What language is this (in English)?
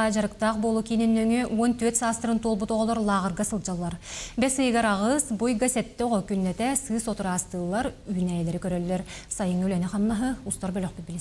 Yakut